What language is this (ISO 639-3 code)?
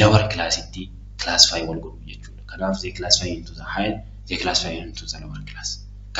orm